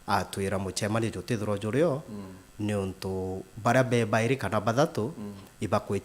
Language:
Meru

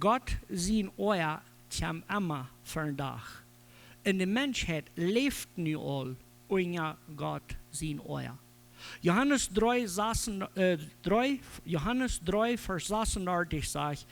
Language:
Plautdietsch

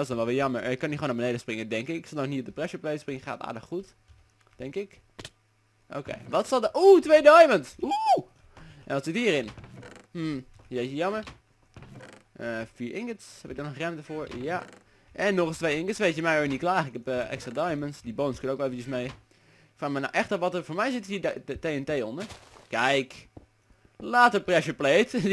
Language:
Dutch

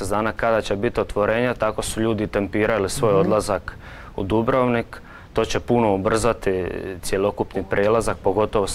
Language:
Croatian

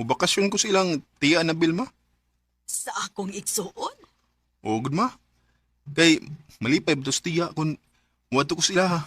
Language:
Cebuano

